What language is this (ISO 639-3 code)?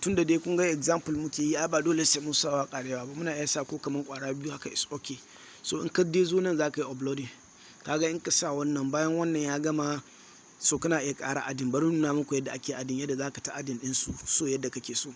hau